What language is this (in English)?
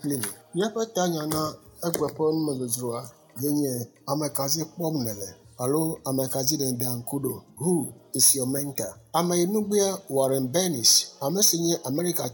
Ewe